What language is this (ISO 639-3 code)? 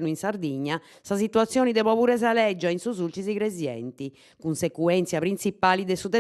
srd